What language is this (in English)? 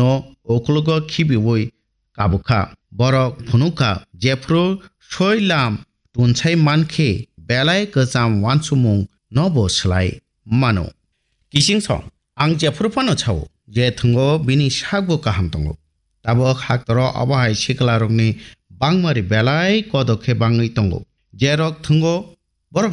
Kok Borok